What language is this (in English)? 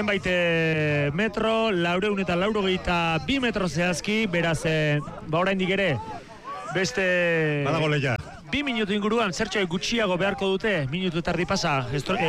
Basque